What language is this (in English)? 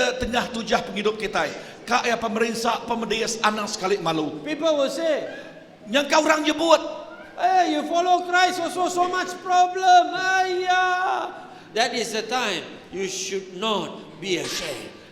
Iban